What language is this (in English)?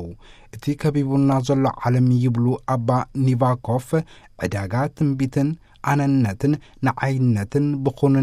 Tigrinya